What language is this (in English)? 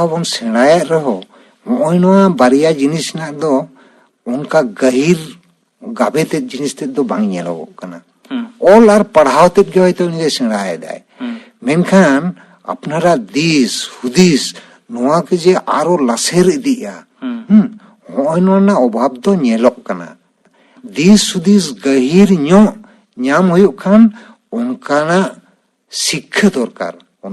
Santali